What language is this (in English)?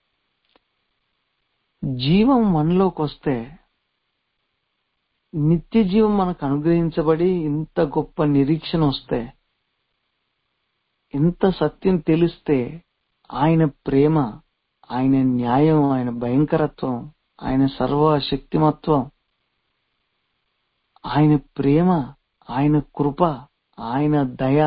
Telugu